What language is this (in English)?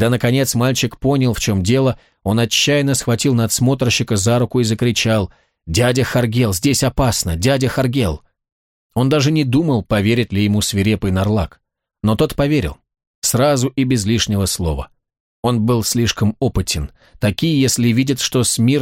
Russian